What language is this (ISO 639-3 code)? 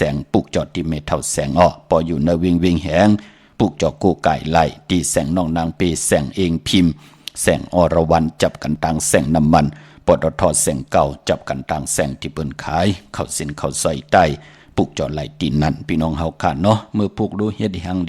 shn